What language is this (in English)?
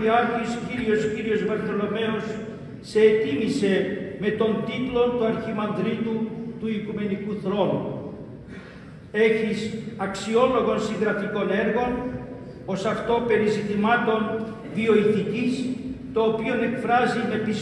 Greek